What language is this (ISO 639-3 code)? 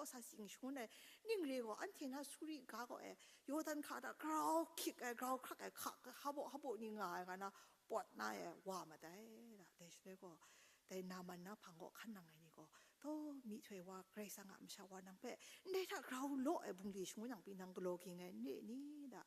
kac